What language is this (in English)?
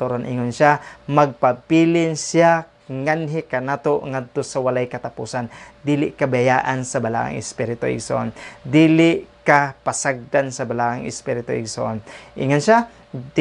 Cebuano